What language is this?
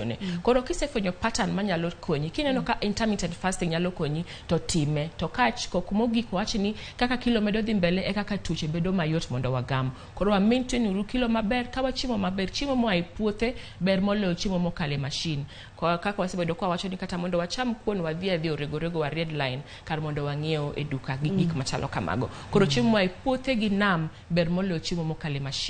Luo (Kenya and Tanzania)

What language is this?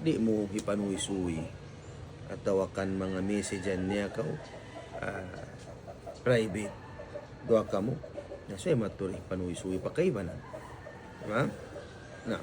Tausug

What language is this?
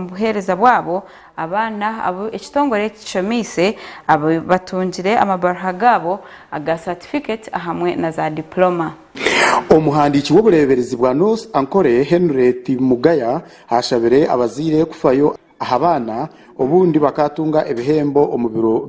Nyankole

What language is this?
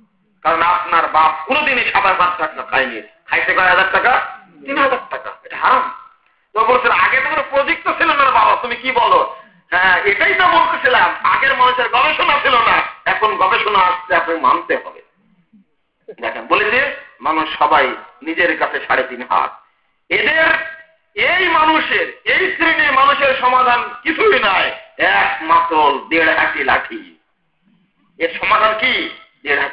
Bangla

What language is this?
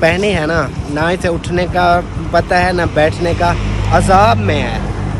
Hindi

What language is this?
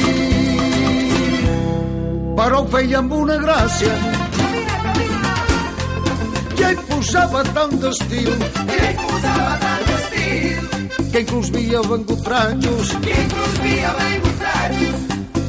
Catalan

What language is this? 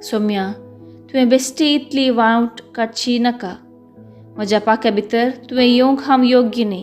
Konkani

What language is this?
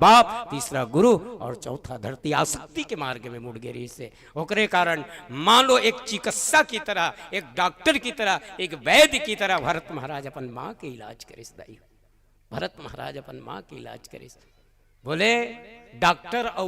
Chhattisgarhi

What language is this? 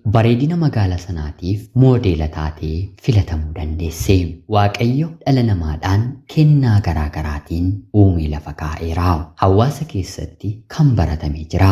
Oromo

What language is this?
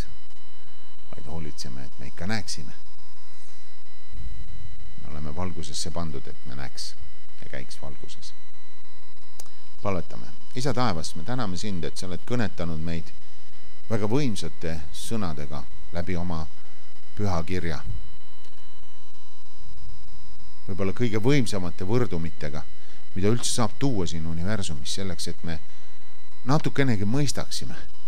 Estonian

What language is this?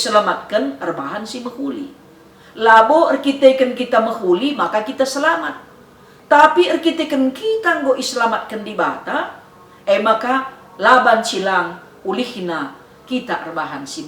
Batak Karo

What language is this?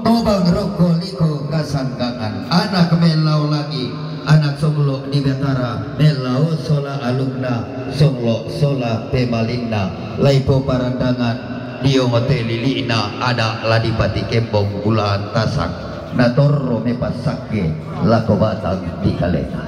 Toraja-Sa'dan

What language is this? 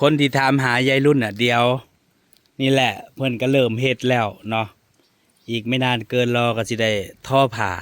Northeastern Thai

